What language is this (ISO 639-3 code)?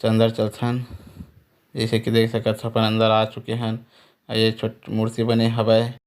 hne